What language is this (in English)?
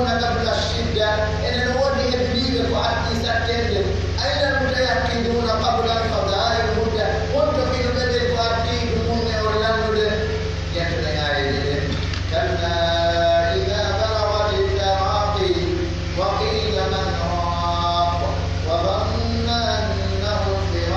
Pular